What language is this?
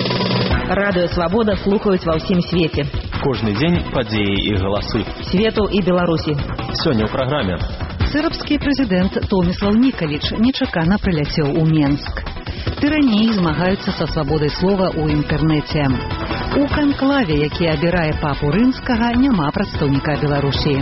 Belarusian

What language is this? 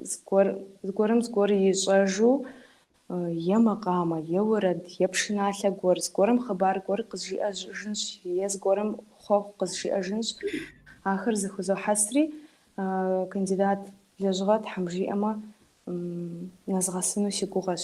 Kabardian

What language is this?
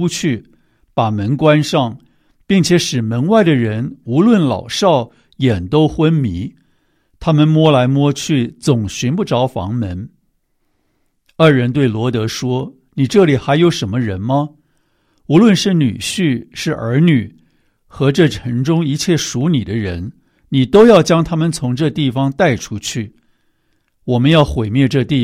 Chinese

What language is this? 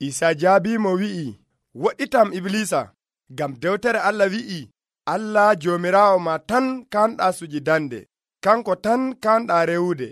Nigerian Fulfulde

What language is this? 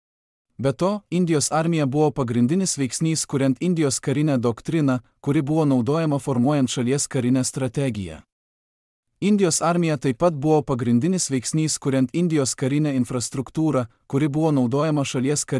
Lithuanian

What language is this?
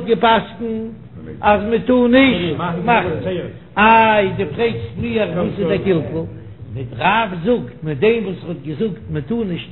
Yiddish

